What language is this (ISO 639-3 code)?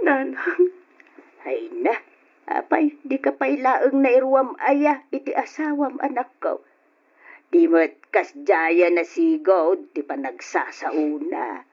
ilo